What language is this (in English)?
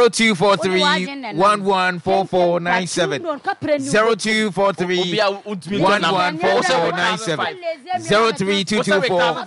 Akan